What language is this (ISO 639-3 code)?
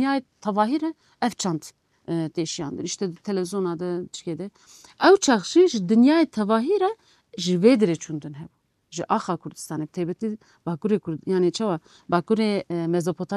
kur